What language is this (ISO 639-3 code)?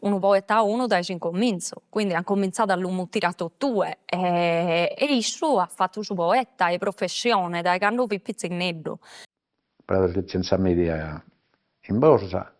srd